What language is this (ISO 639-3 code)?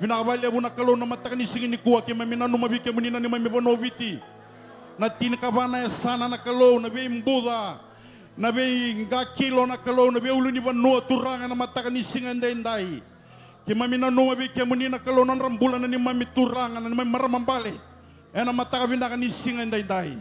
fij